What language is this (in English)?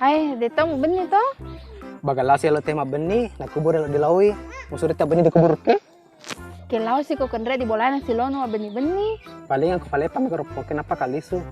Buginese